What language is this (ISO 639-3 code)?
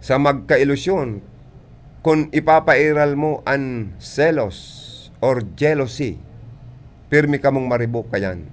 bik